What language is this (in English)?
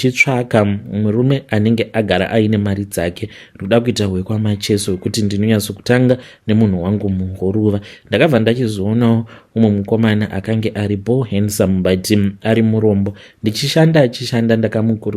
Shona